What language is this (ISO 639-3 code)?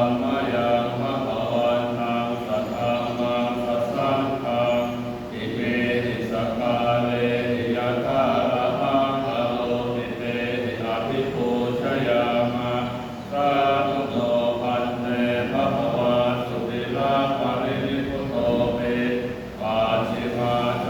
pli